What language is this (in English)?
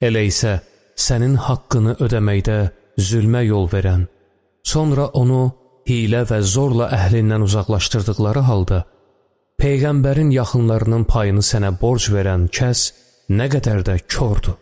Azerbaijani